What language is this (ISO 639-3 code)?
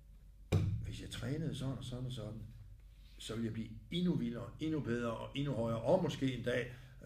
dan